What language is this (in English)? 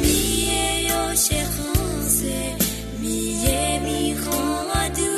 Akha